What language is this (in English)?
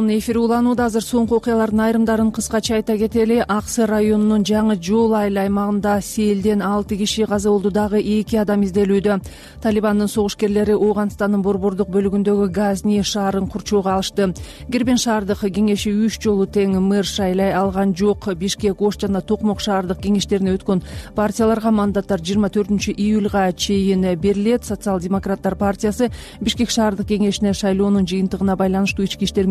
Kyrgyz